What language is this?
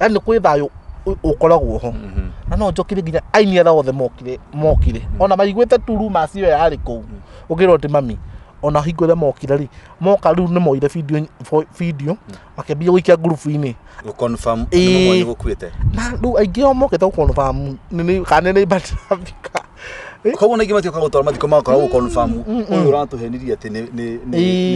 Kikuyu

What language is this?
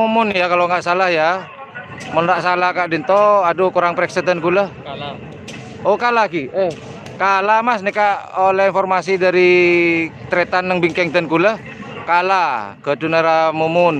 Madurese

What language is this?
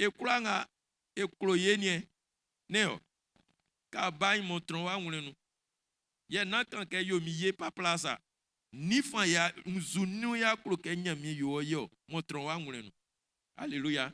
Baoulé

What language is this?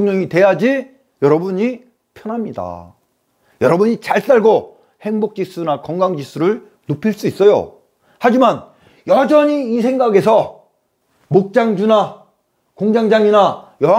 Korean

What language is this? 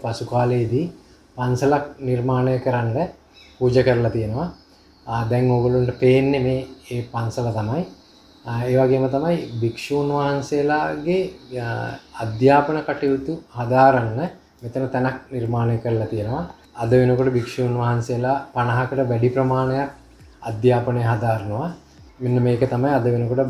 Sinhala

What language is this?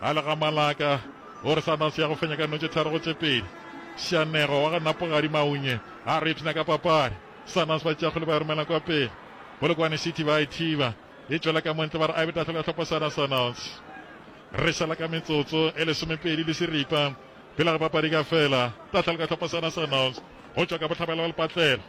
Northern Sotho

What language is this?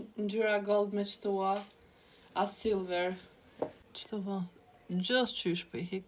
Albanian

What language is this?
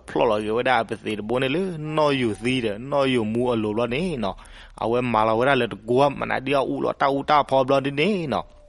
S'gaw Karen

